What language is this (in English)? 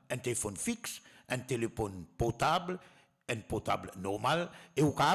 Morisyen